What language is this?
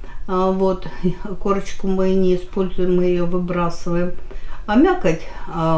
Russian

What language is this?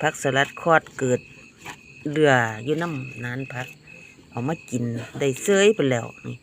Northeastern Thai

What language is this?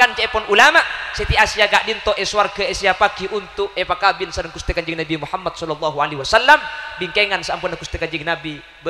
Madurese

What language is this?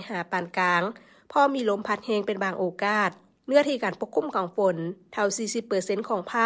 Lao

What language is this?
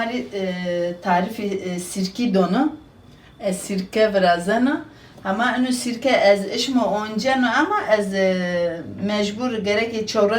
Zaza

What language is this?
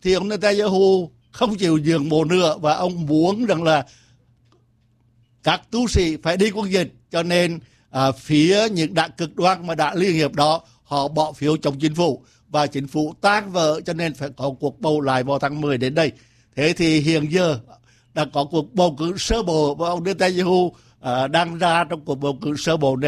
Vietnamese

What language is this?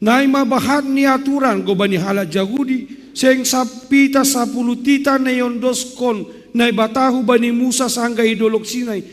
Batak Simalungun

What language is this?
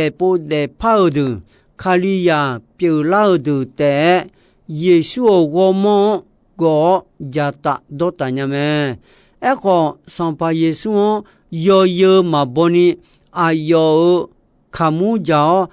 Akha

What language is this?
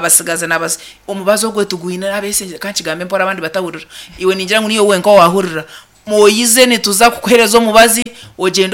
Nyankole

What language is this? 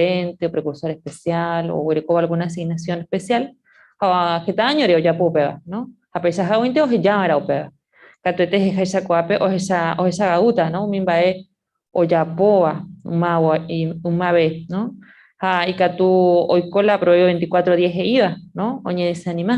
Guarani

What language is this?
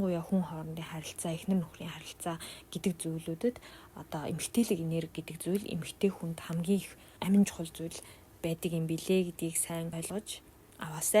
Mongolian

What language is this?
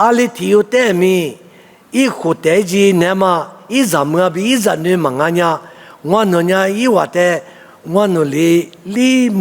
Lisu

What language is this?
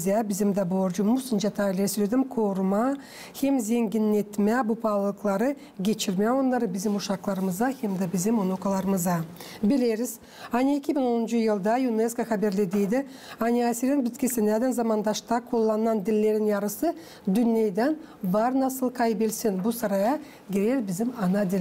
Gagauz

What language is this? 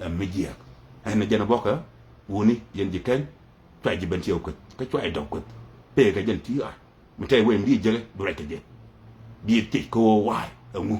Nuer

